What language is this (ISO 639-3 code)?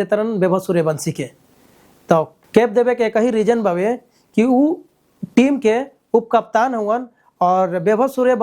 bho